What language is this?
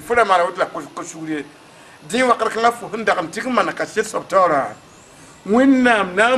Mossi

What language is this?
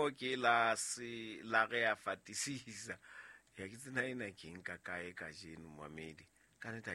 Southern Sotho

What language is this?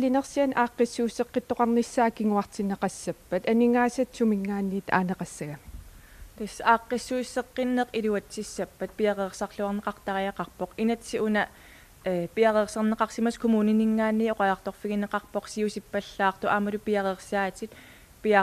Kalaallisut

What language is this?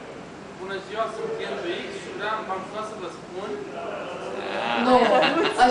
Romanian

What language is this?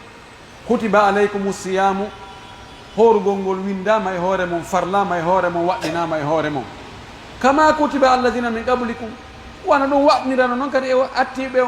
Pular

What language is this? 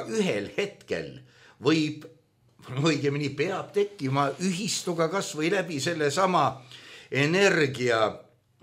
Estonian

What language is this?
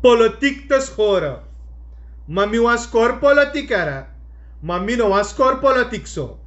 Sranan Tongo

